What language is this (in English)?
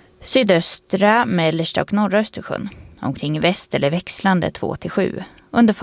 Swedish